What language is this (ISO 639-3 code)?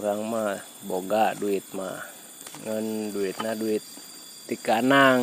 sun